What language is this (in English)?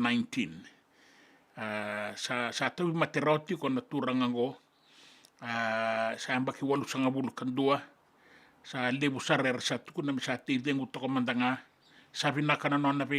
Fijian